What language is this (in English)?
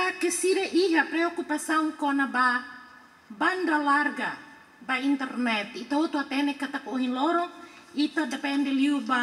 Tetum